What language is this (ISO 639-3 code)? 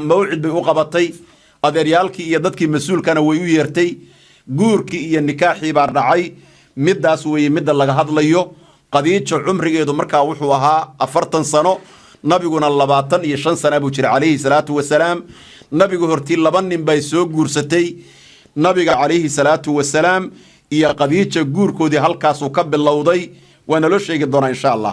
som